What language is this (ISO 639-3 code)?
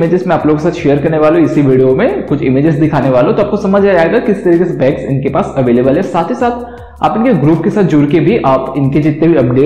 hin